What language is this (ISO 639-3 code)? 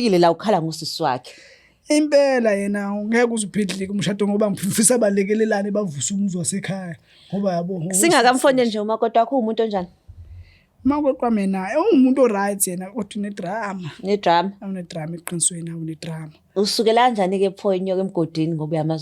zul